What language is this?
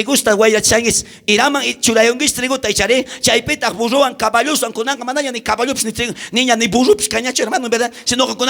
South Bolivian Quechua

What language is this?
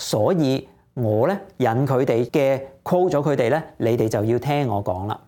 Cantonese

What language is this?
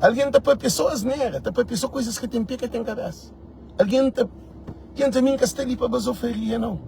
Kabuverdianu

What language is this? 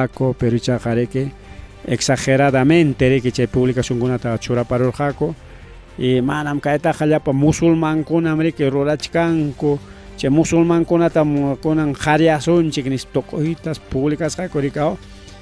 Ayacucho Quechua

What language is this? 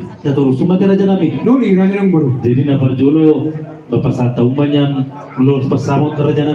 Batak Toba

